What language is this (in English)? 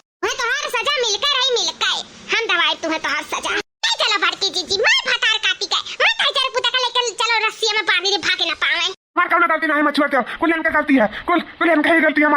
Awadhi